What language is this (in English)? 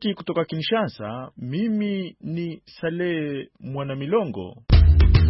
Swahili